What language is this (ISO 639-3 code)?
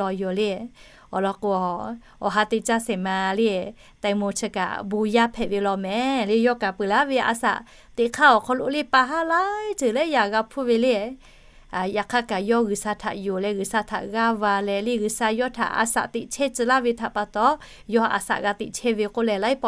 lhu